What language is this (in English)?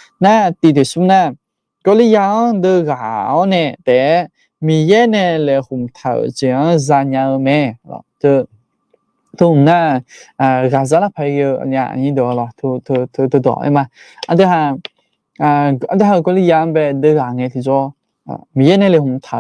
Akha